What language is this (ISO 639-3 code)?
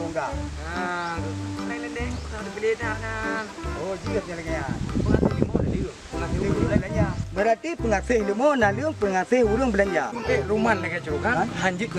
ace